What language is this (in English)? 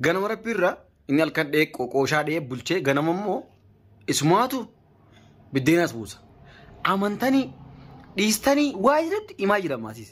Oromo